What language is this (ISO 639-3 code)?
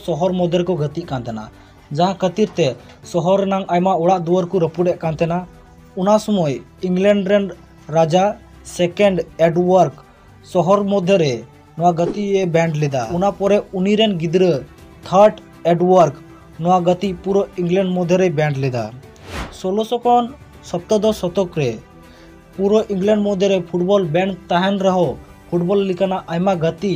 sat